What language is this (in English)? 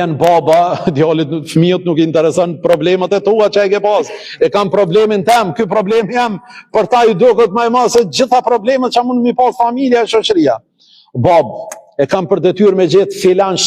Albanian